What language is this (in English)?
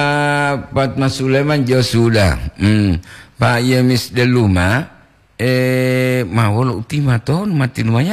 Gorontalo